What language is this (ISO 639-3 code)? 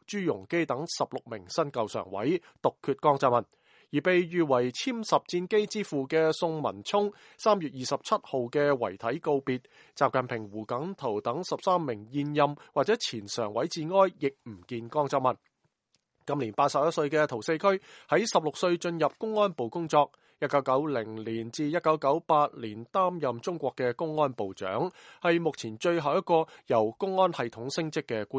yue